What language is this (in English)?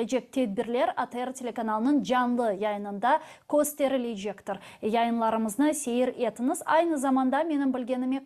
Crimean Tatar